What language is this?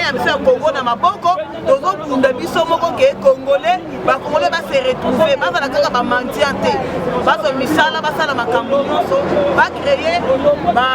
Lingala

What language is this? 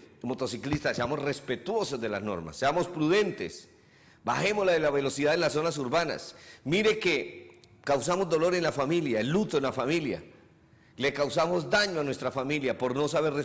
Spanish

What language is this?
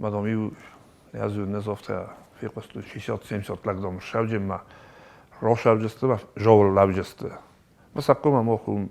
Ossetic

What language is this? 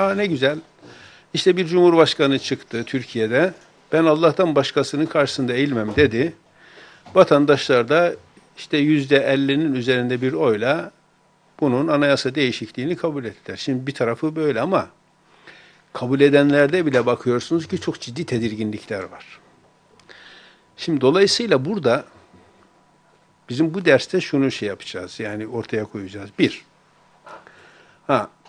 Turkish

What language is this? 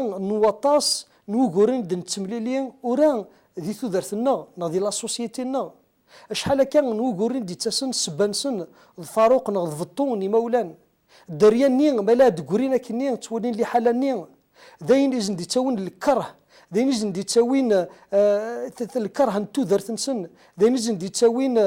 Kabyle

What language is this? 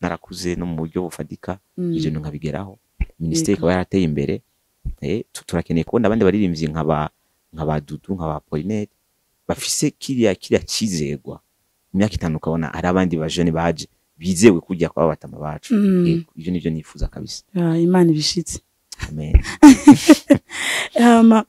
Rundi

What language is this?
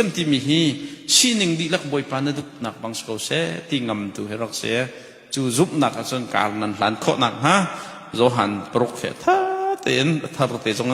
Hakha Chin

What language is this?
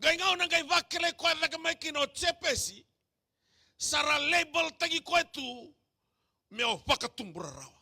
Fijian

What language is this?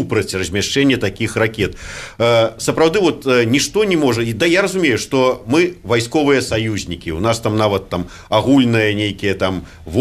Belarusian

